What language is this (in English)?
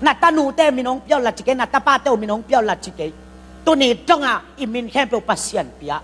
Tedim Chin